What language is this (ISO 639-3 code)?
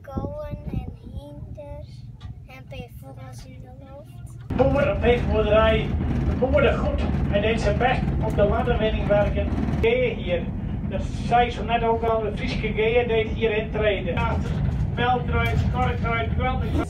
fry